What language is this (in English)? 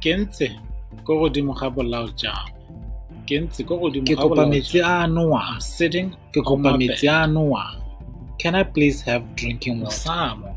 Tswana